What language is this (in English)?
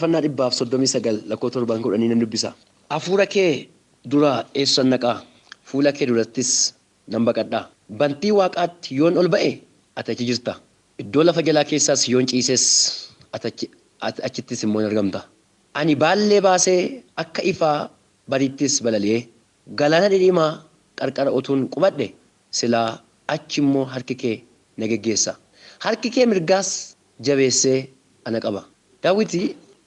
Oromo